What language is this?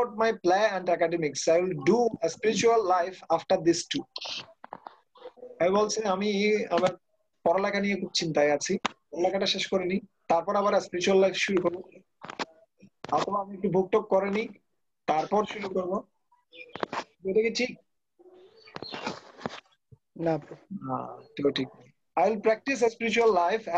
Bangla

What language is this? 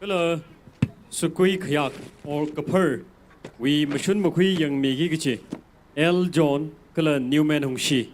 Tangkhul Naga (India)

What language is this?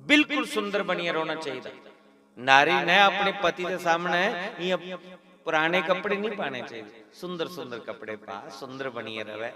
Dogri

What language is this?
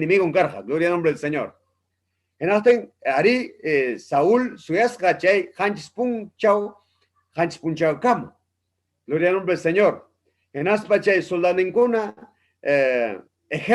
Ayacucho Quechua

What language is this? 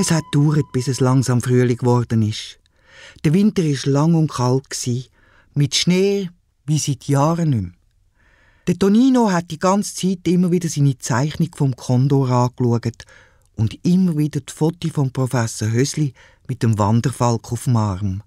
Swiss German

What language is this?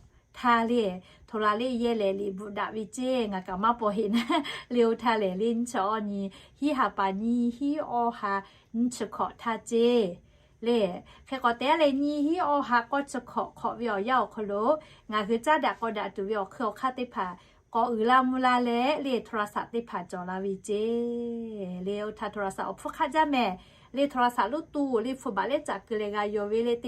Lahu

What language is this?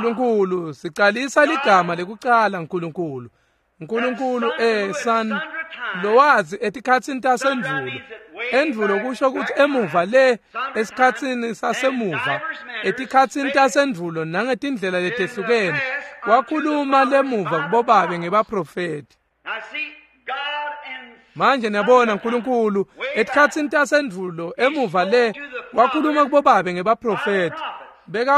Swati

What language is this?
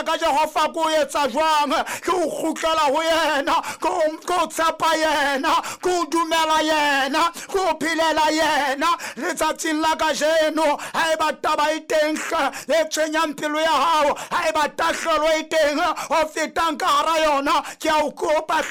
Southern Sotho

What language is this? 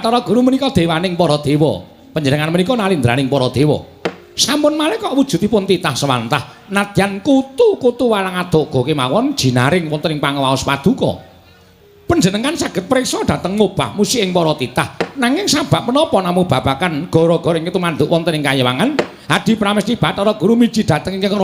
Javanese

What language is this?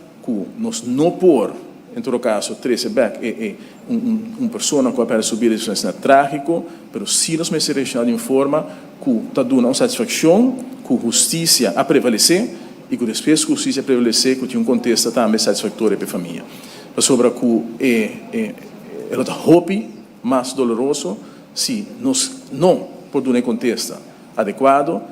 Papiamento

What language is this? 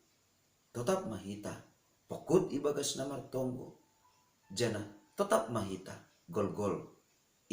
Batak Simalungun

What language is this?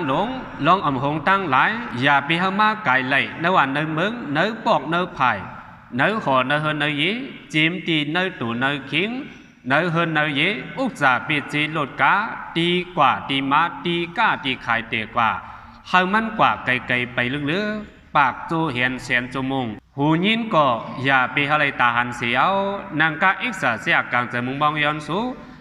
Shan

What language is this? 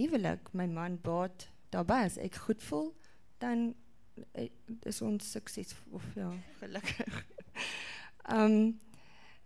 Afrikaans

